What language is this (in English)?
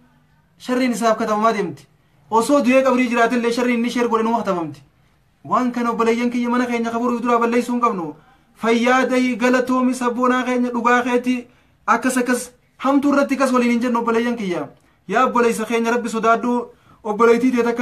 Oromo